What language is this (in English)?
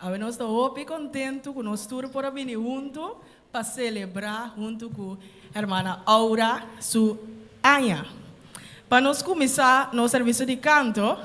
Papiamento